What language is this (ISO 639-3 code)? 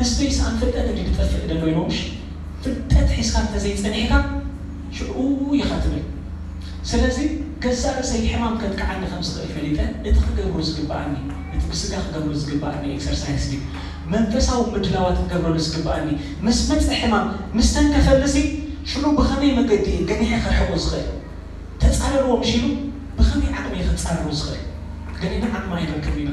tir